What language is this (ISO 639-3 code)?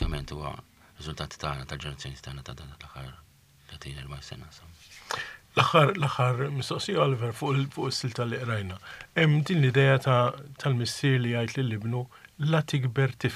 mlt